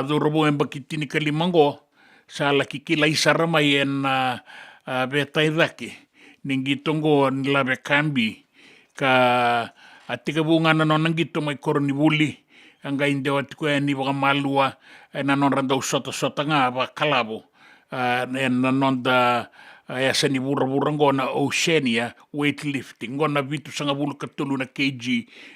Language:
Fijian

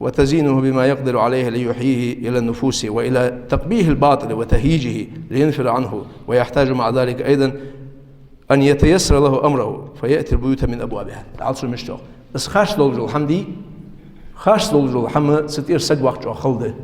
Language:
Ingush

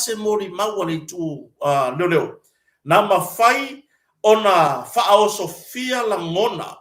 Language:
Samoan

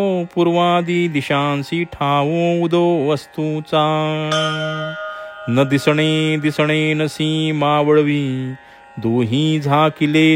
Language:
Marathi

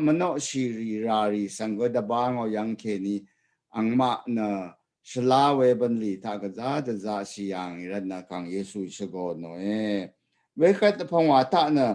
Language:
Rawang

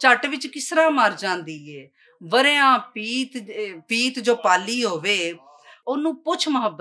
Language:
Western Panjabi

